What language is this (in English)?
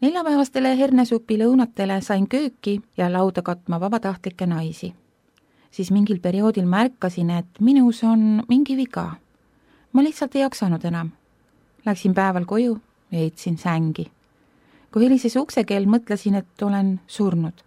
Estonian